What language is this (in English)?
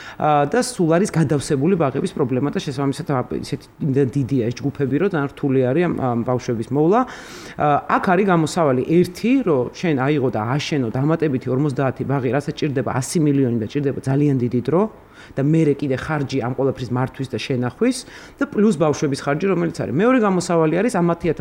Georgian